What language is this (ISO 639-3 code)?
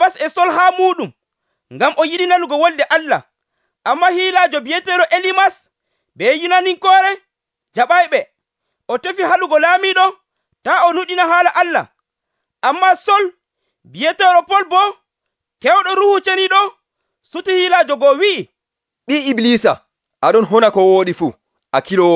fuv